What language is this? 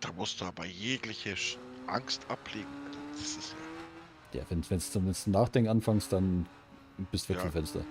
Bavarian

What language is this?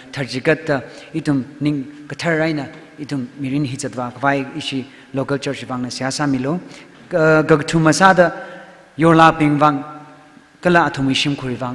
Tangkhul Naga (India)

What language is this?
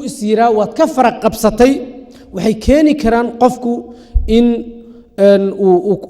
Somali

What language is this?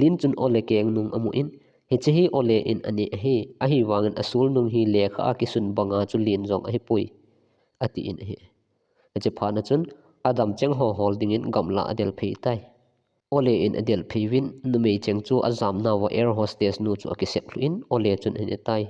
Thado Chin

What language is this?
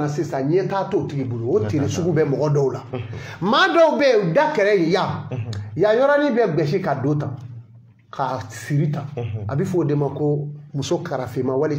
Bambara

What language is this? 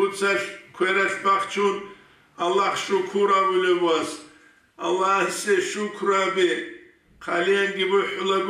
Avaric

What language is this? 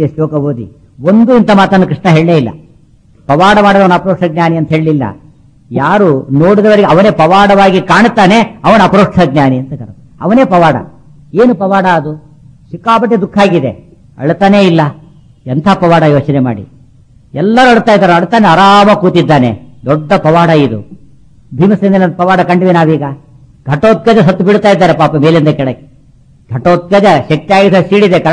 Kannada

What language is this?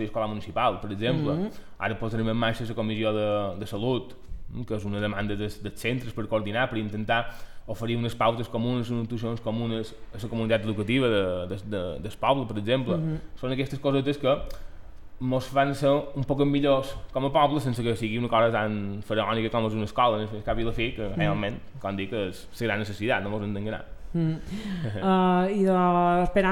Catalan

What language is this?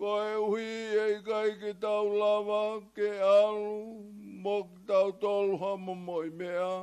Tongan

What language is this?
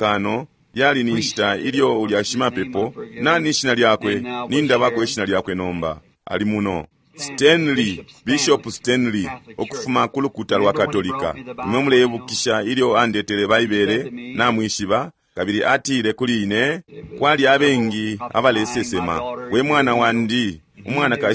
Bemba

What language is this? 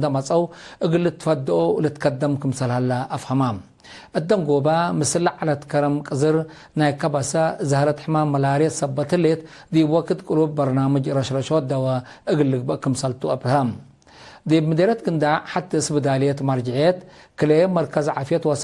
Tigre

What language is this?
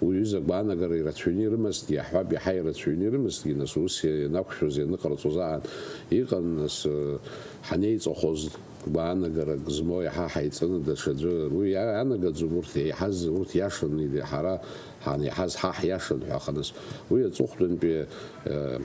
Abkhazian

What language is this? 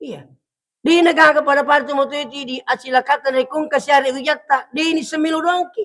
Buginese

